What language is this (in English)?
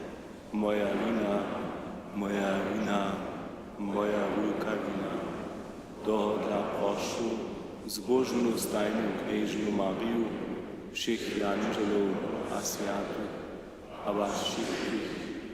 Upper Sorbian